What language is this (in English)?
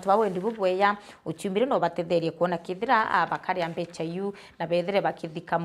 Meru